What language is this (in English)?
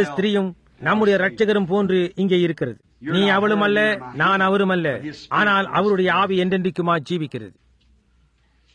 Tamil